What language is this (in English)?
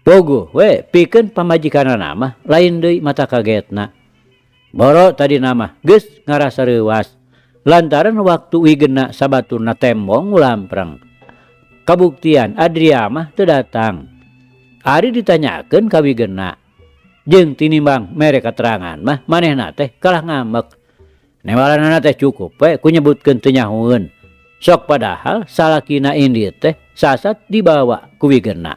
Sundanese